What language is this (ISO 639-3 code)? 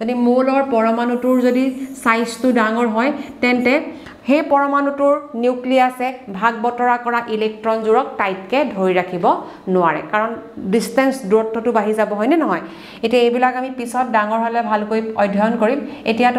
asm